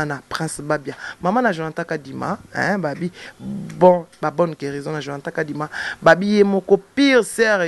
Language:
Lingala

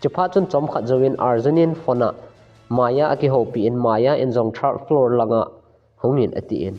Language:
Thado Chin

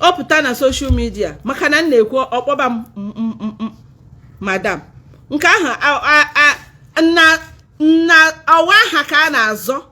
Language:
Igbo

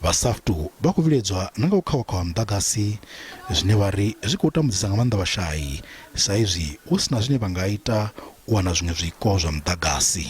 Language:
Venda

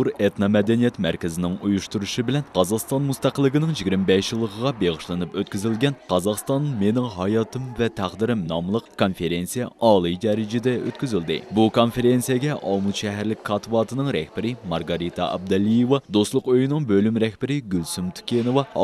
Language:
Uyghur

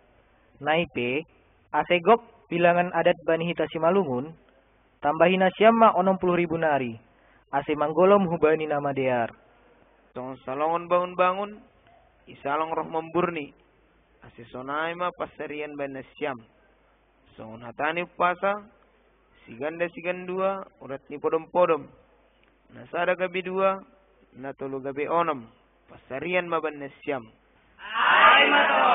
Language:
Batak Simalungun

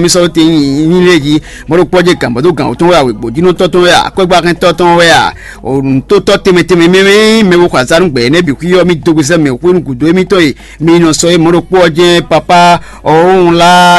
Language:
Fon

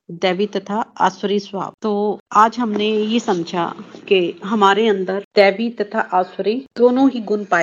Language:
Hindi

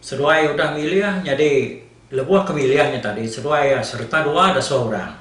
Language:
Iban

